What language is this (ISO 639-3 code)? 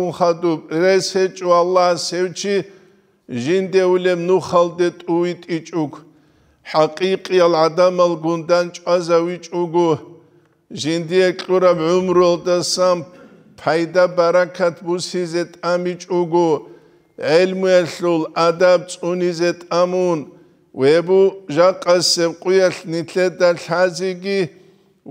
ava